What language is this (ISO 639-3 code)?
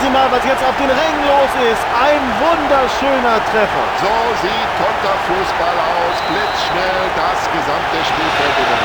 bar